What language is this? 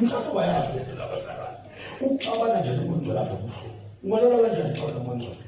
Zulu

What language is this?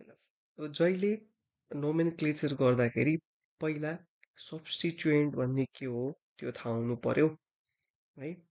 Nepali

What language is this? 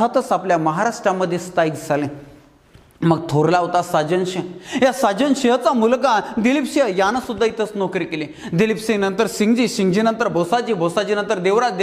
Marathi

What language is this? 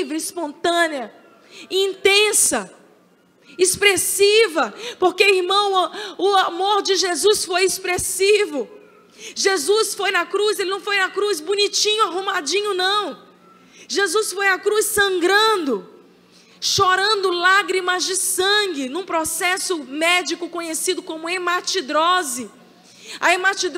Portuguese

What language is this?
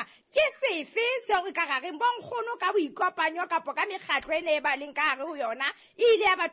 Southern Sotho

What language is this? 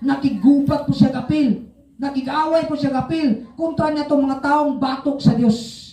Cebuano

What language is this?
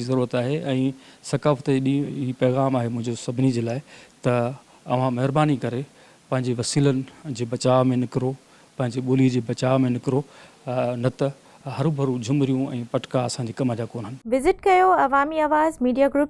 Sindhi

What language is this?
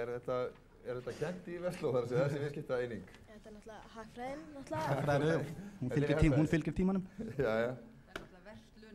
Icelandic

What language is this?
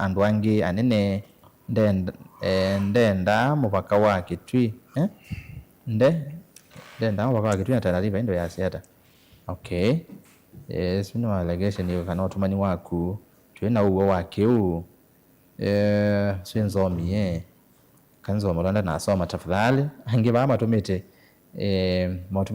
Kamba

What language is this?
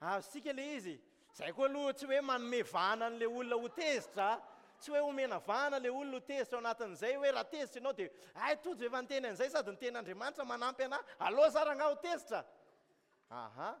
Malagasy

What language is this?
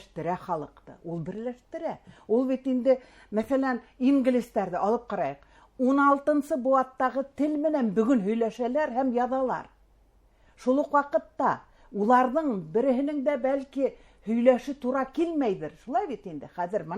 Bashkir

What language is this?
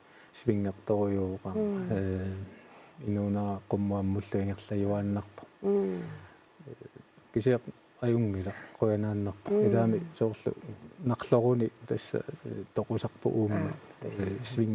Kalaallisut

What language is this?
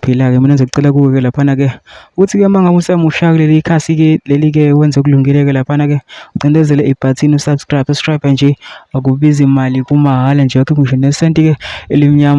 Zulu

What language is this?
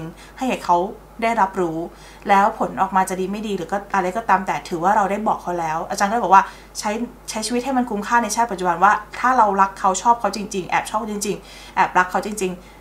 Thai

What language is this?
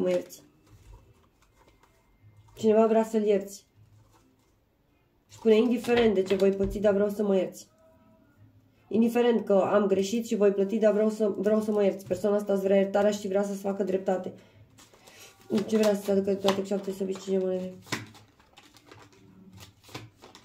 Romanian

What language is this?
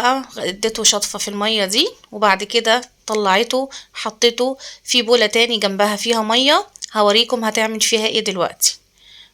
Egyptian Arabic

